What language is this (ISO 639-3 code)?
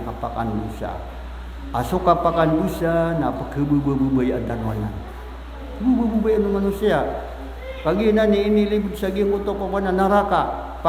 mrw